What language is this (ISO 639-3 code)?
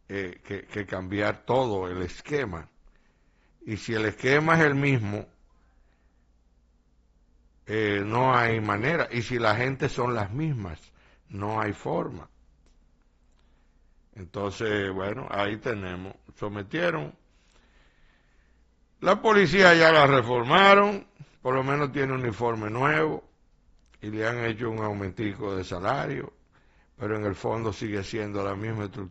spa